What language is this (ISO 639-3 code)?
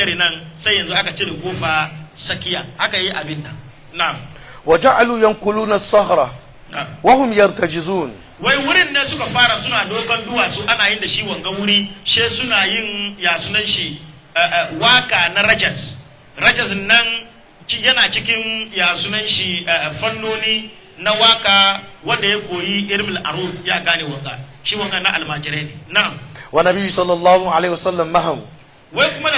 hau